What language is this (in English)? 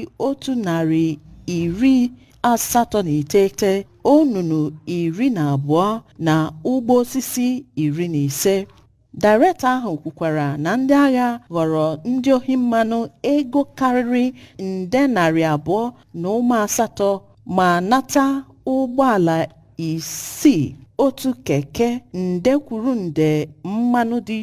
Igbo